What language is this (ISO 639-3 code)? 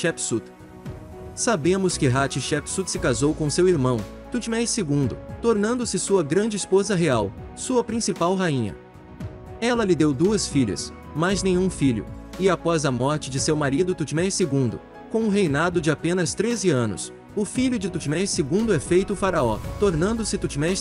por